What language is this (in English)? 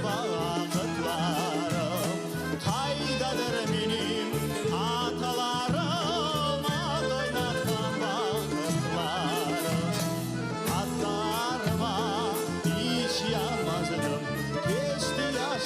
Crimean Tatar